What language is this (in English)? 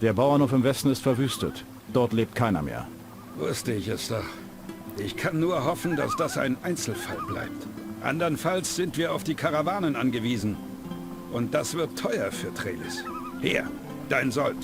Bavarian